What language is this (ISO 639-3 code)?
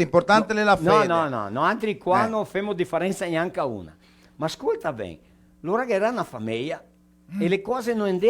vec